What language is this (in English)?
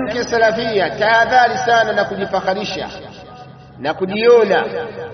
Swahili